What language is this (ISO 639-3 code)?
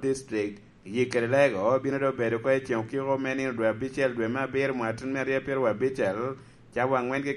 laj